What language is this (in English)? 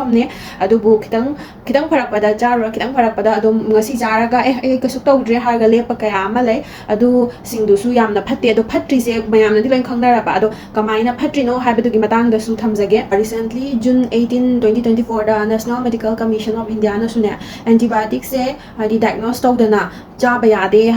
Manipuri